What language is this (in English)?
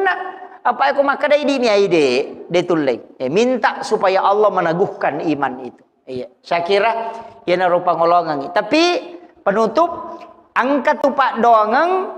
Buginese